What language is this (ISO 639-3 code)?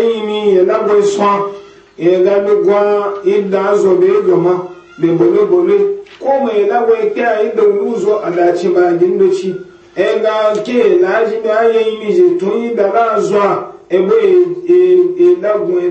ibo